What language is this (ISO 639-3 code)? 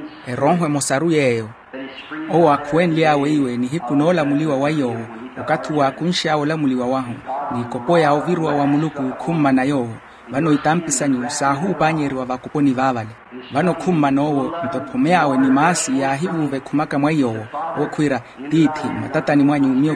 vmw